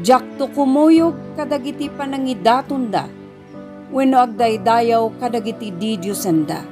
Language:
Iloko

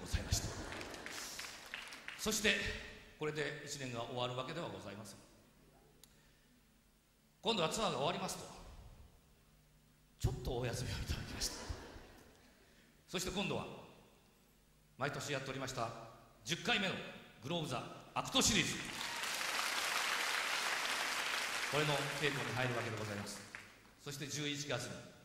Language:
Japanese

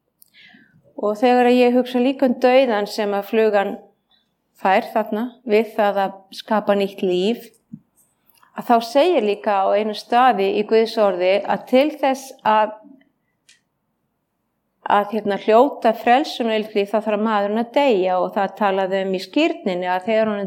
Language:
Icelandic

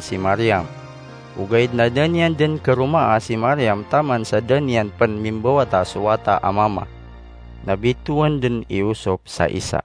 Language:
Maranao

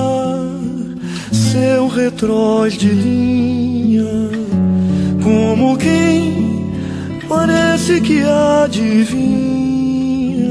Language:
Portuguese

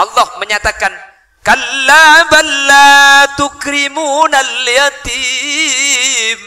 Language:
Madurese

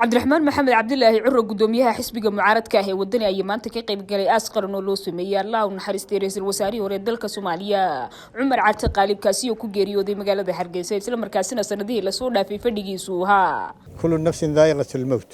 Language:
Somali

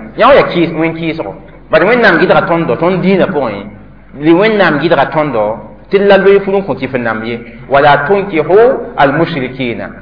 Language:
Mossi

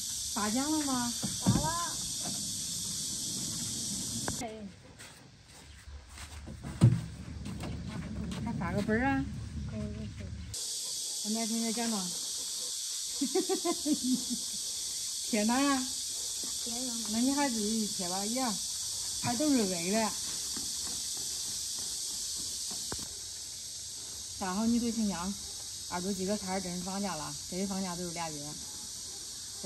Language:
Chinese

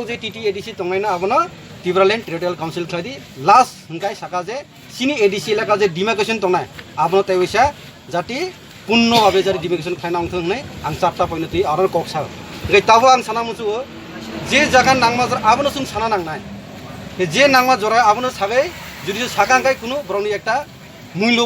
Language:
Kok Borok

